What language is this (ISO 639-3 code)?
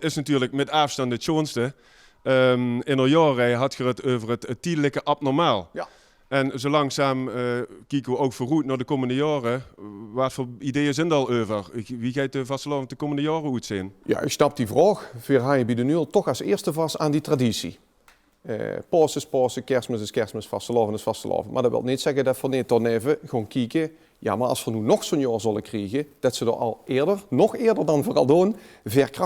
lim